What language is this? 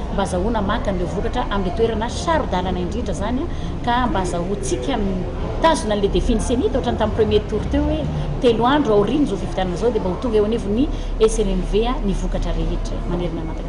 Malagasy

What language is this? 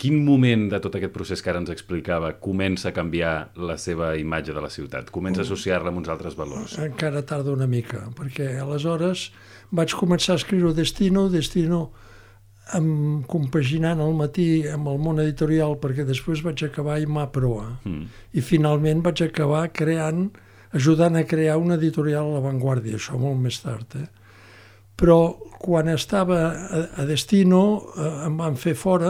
Catalan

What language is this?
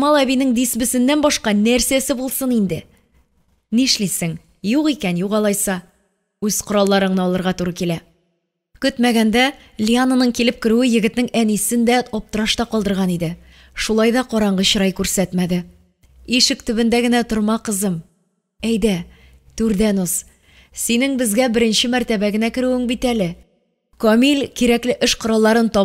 Tatar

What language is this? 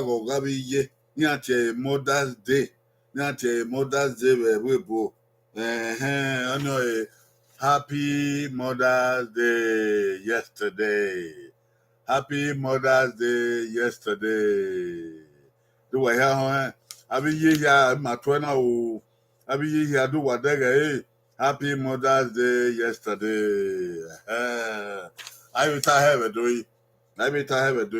Bini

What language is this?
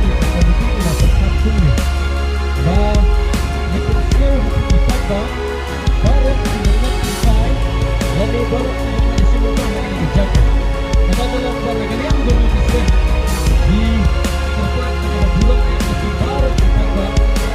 Khasi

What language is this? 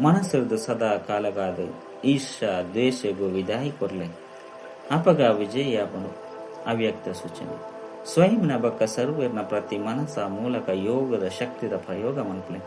Tulu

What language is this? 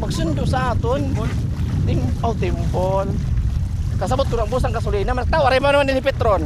Waray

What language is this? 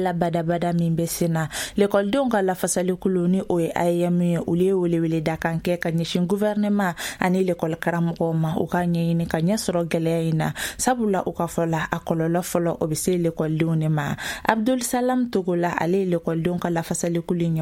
Bambara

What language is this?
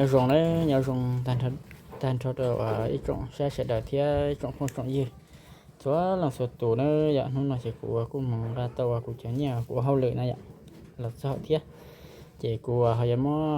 Hmong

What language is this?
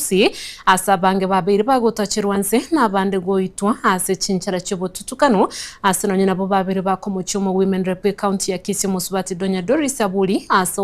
Gusii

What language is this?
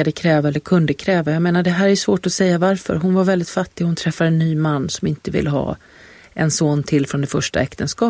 Swedish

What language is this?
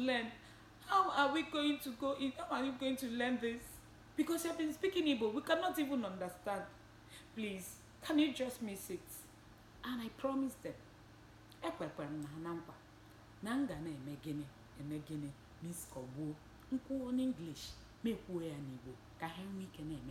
Igbo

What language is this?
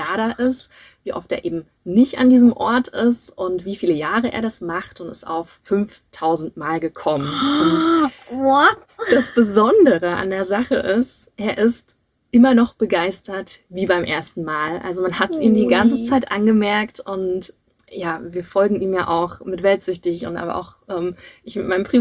German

